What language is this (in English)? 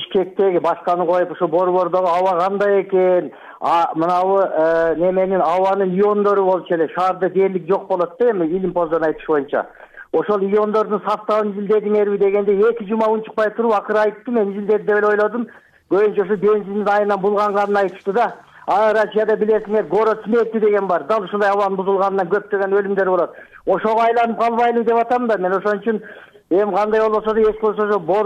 Kyrgyz